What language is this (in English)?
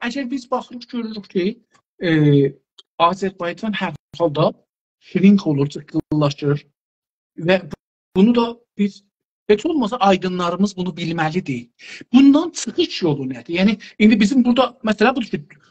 South Azerbaijani